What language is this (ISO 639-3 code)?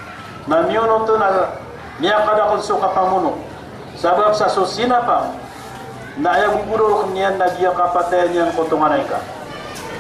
mrw